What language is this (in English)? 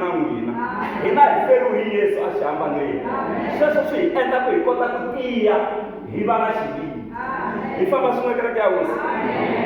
Tsonga